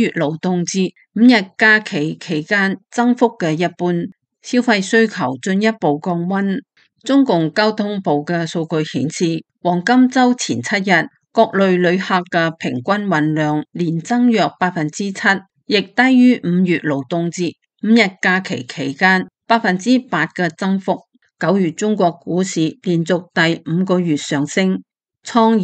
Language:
Cantonese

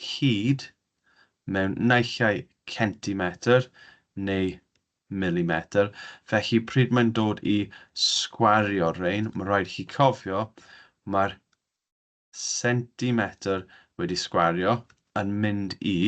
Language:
Welsh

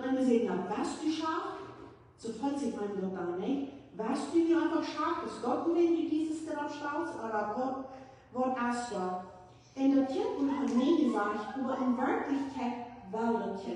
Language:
Plautdietsch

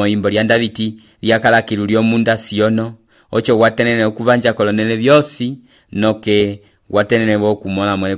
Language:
Umbundu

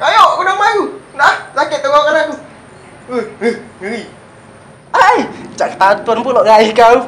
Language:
Musi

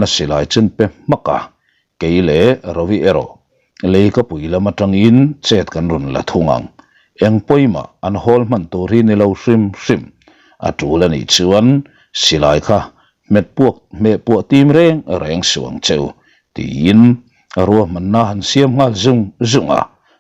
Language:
Mizo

